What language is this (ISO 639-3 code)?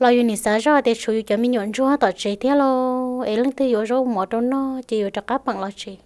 hmn